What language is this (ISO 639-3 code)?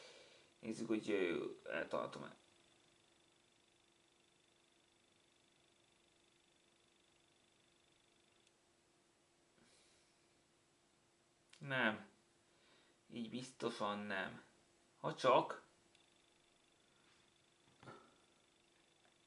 hun